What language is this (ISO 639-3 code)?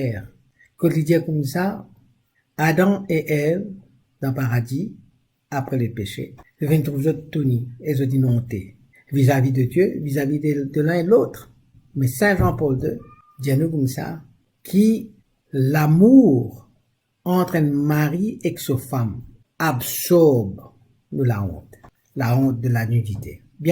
mfe